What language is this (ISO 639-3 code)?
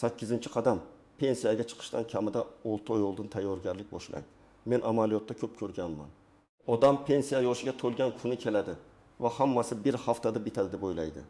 uzb